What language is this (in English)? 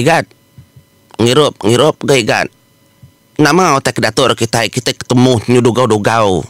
Iban